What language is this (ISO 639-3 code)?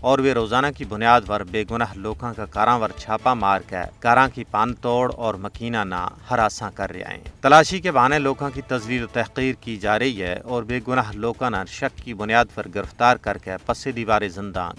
gju